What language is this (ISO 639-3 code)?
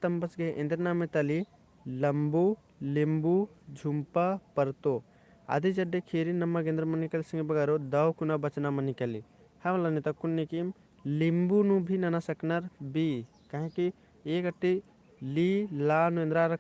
kru